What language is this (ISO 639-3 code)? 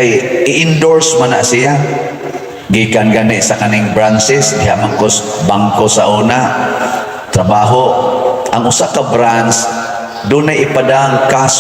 ceb